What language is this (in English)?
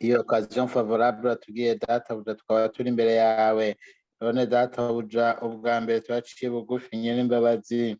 Rundi